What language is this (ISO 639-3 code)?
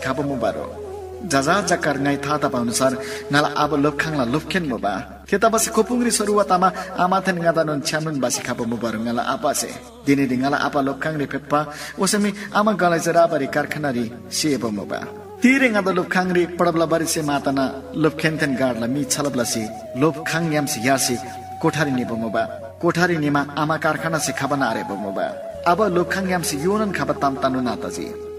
taj